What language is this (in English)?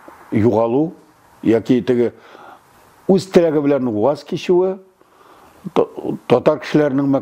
Tatar